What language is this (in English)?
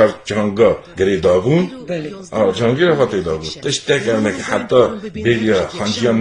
Kurdish